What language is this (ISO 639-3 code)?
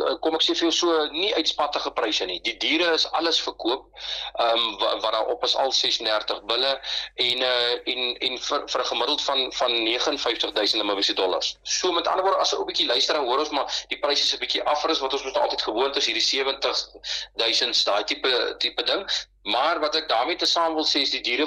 afr